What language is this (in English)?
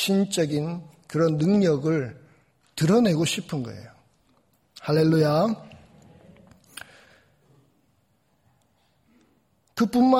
Korean